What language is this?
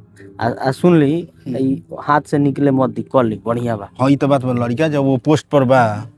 Bhojpuri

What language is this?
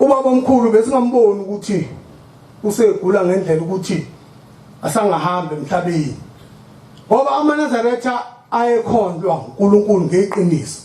Zulu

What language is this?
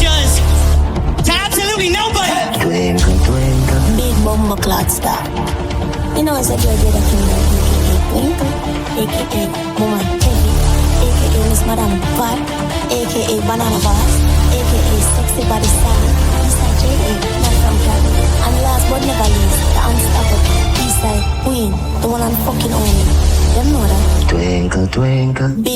Jamaican Creole English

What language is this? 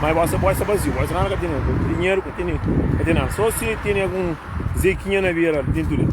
Kabuverdianu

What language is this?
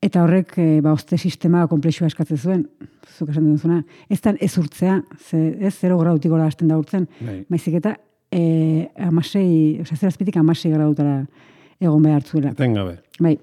Basque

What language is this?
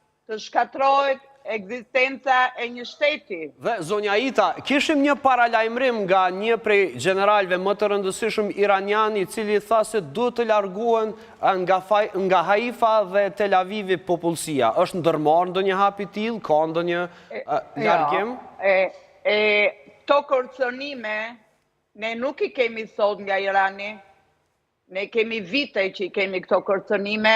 Albanian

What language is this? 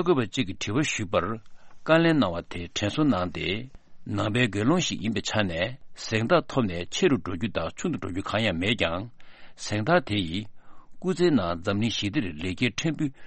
Tibetan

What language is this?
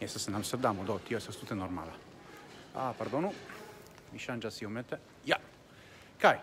Esperanto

